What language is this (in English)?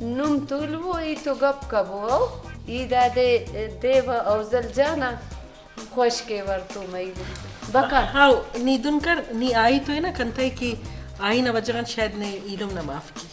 Brahui